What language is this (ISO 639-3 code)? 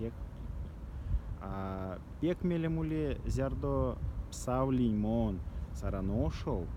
myv